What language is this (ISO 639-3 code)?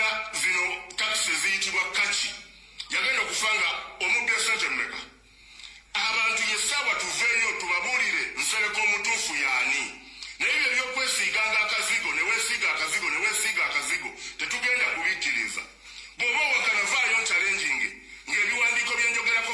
lug